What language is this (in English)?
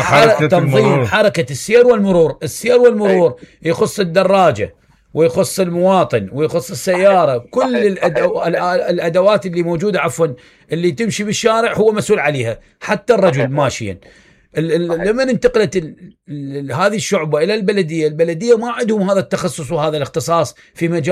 Mesopotamian Arabic